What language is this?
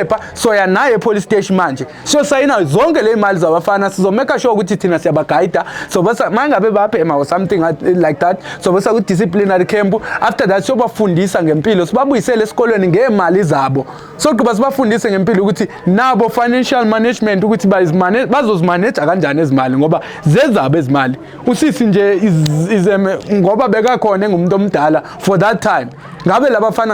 Zulu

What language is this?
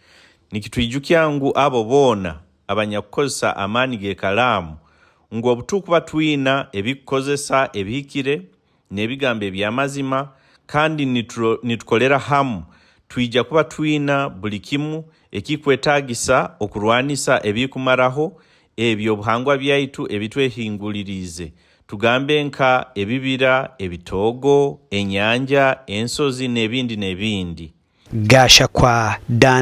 Nyankole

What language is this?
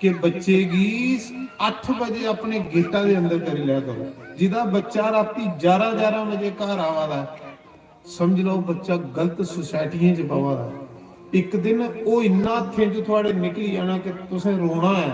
Dogri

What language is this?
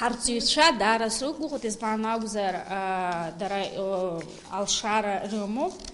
Abkhazian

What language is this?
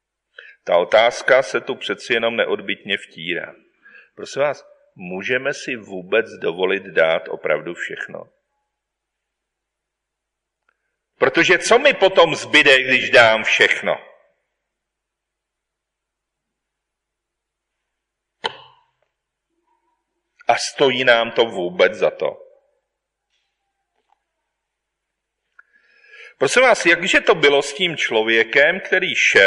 Czech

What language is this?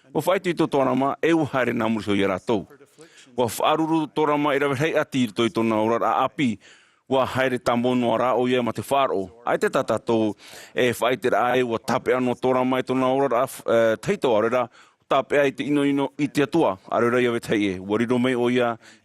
Tahitian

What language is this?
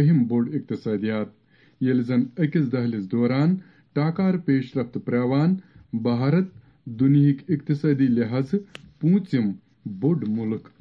Kashmiri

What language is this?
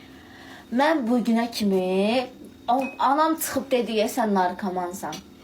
Azerbaijani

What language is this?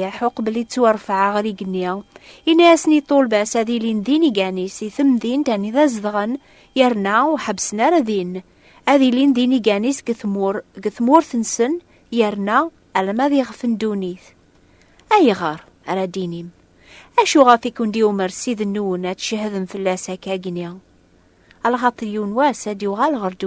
Kabyle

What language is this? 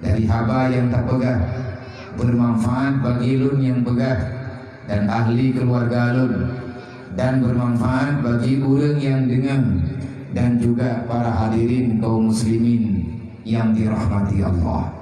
Achinese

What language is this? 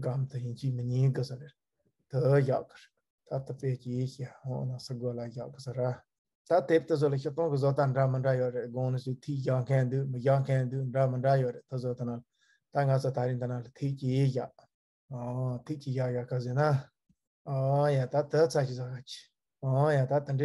Tibetan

